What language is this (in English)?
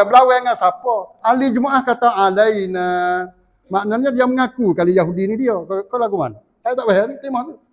Malay